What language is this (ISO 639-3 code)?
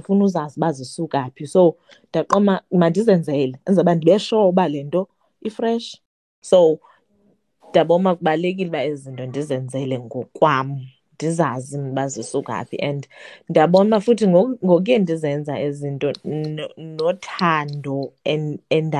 xho